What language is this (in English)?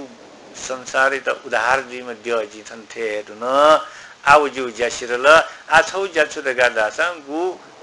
Newari